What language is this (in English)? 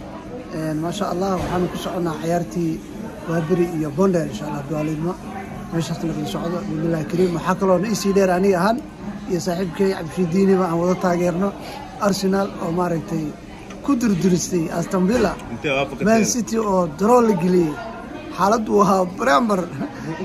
Somali